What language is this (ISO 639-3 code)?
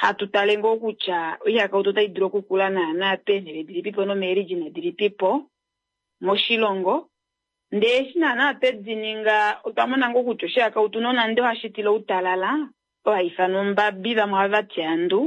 kua